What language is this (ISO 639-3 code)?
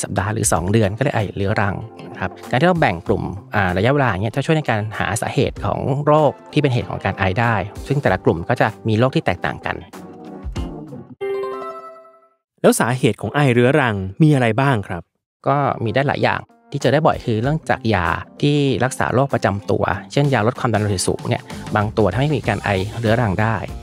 tha